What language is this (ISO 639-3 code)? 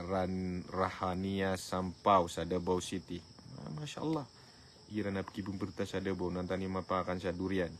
mrw